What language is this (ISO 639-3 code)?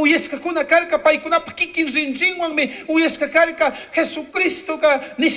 qug